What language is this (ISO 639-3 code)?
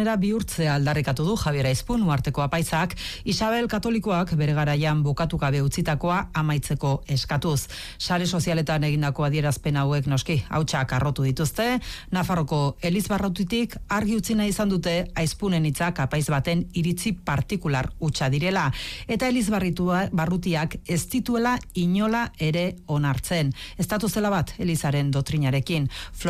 eus